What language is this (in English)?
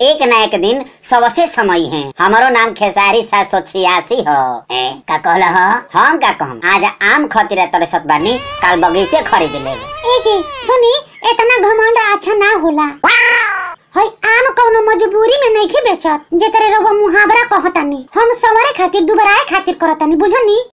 Bhojpuri